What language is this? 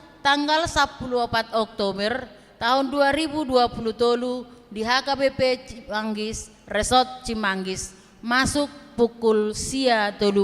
Batak Toba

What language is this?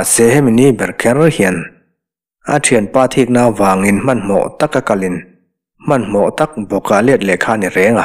Mizo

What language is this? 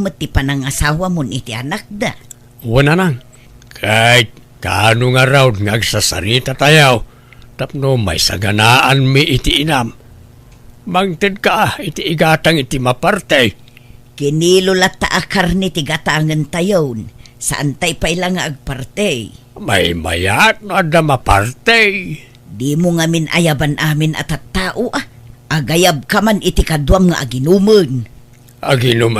Iloko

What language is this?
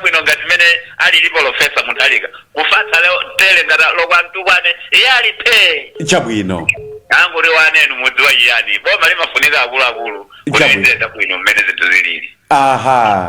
Nyanja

